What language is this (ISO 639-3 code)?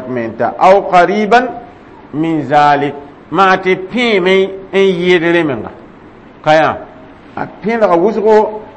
mos